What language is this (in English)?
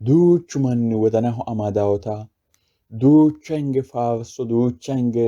Sidamo